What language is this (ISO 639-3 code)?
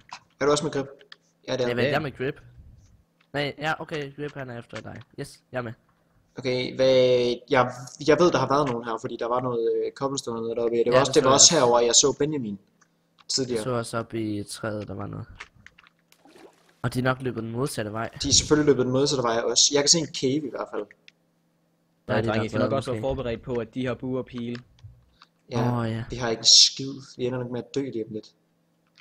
dan